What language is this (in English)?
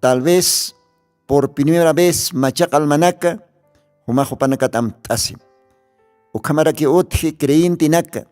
Aymara